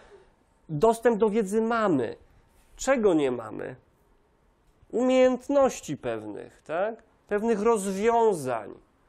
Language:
Polish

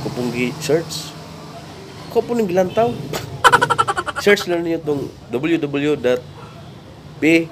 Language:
Cebuano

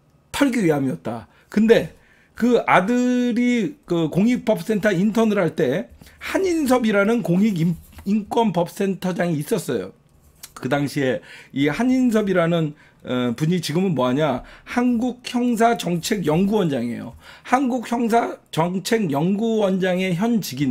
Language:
Korean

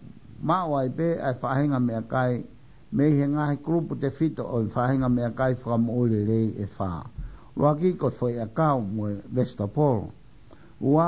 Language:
Tongan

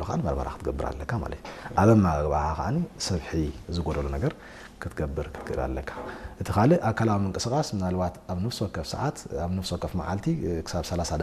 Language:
Tigrinya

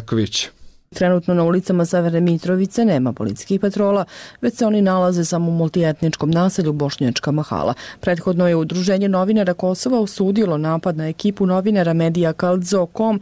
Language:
Serbian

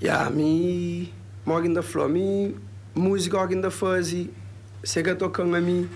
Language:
Kabuverdianu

